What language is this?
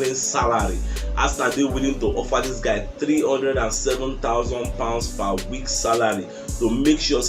Nigerian Pidgin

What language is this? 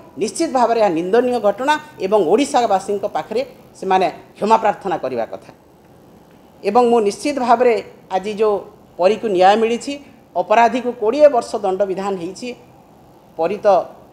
Odia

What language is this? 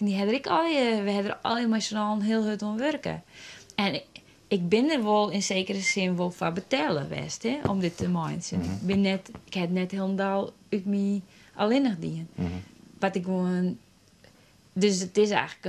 Western Frisian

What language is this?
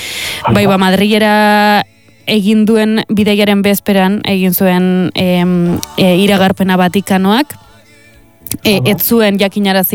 Basque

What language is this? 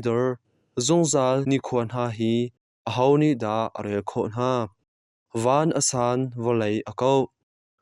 Hakha Chin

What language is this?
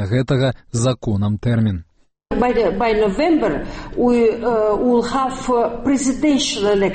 Belarusian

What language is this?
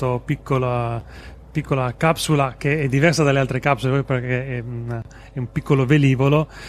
Italian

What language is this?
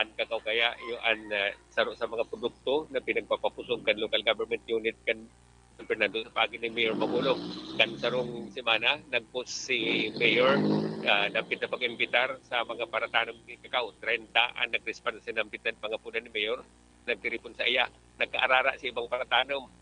Bikol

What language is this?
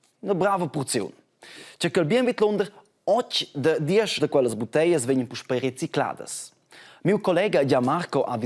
Romansh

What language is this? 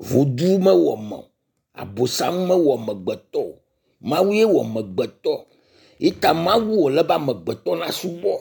Ewe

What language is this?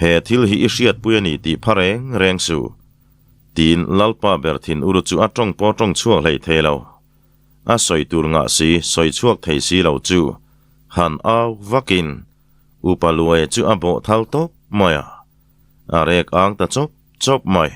Mizo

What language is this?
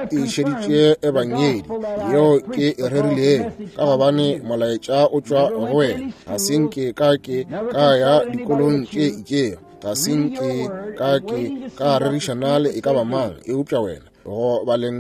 Northern Sotho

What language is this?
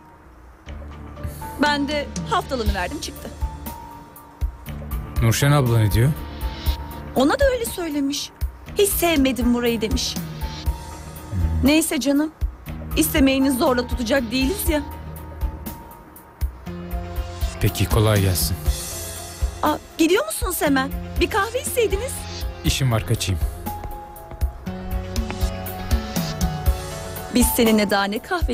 Turkish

